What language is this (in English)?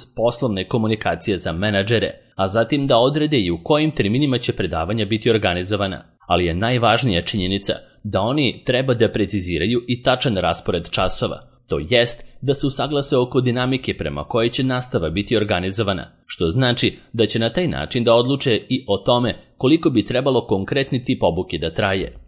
Serbian